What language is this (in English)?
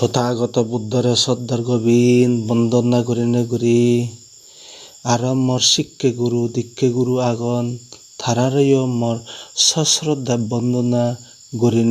Chakma